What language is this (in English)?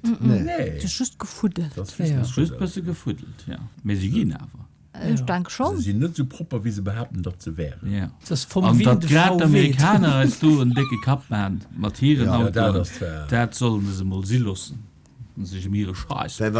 Luxembourgish